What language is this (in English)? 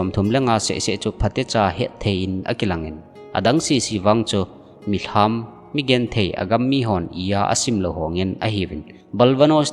Thado Chin